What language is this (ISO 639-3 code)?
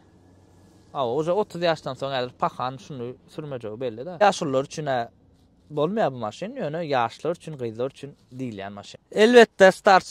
tuk